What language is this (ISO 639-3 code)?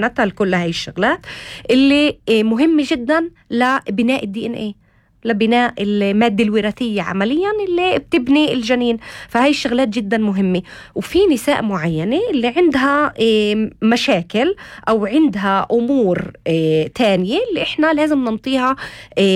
apc